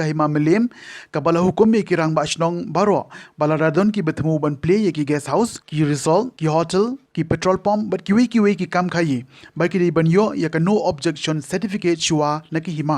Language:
Khasi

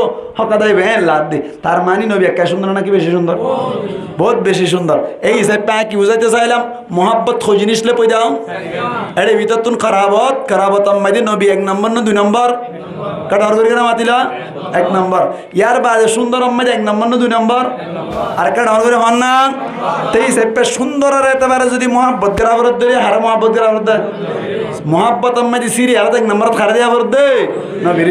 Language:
Rohingya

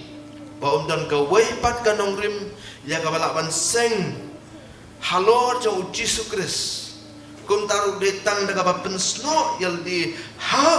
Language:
Khasi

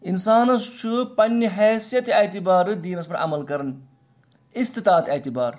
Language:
Kashmiri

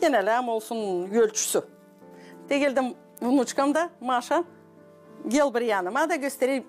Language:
Gagauz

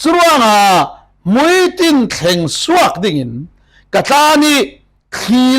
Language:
Falam Chin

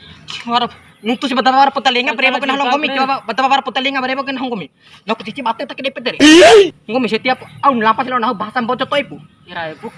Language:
Bima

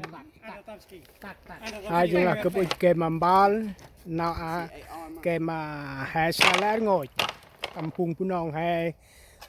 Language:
Central Mnong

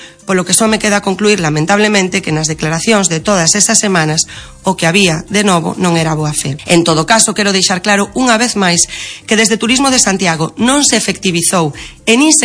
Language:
Galician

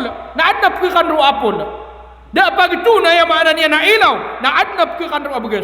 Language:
Maranao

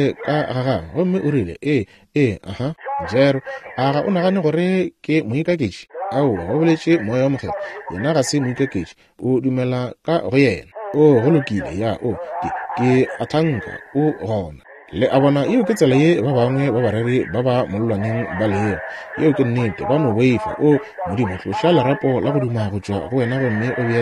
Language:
Northern Sotho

